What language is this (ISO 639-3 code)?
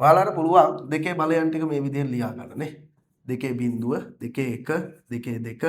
sin